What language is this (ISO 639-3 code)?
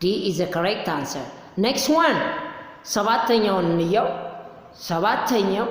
amh